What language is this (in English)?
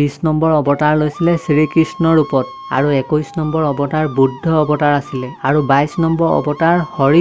Assamese